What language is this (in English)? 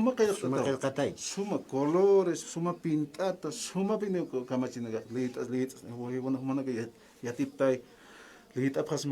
Aymara